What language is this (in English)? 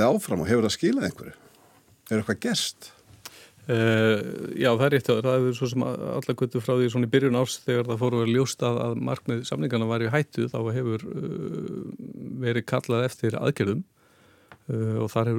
Icelandic